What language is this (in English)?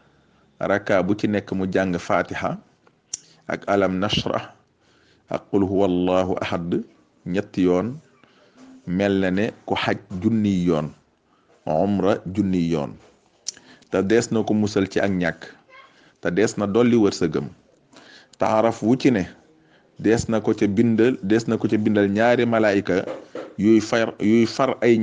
Wolof